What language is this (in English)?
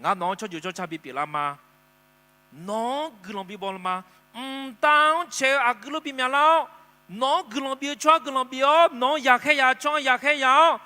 Akha